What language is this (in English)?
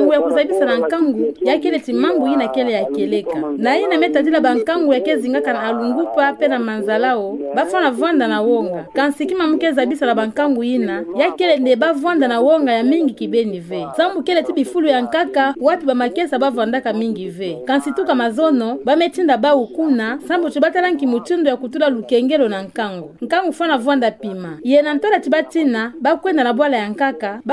Kituba (Democratic Republic of Congo)